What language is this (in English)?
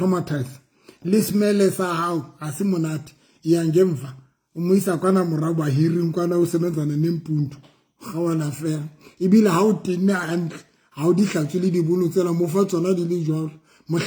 Southern Sotho